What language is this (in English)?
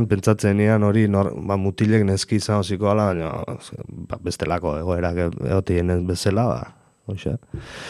Basque